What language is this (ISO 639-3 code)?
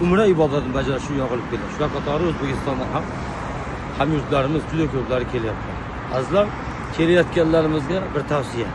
uzb